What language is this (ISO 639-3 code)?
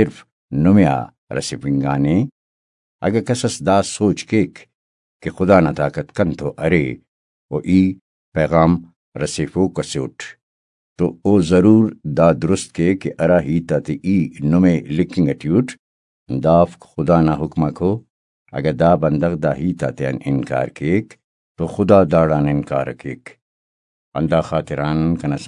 brh